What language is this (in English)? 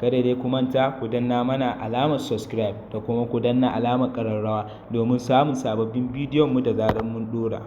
Hausa